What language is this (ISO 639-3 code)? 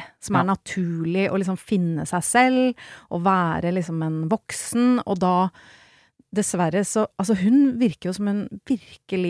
nor